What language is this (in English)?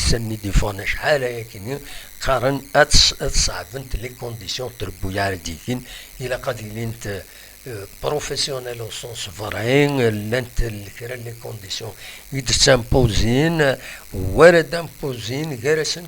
Kabyle